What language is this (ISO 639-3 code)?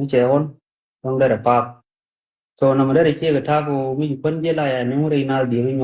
nus